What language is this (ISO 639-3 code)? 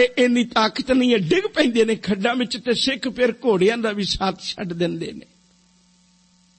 pan